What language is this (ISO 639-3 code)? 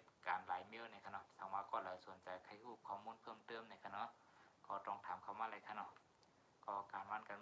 shn